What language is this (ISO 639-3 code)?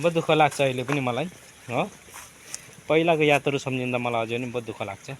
nep